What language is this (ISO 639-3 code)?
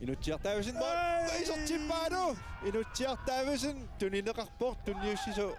kal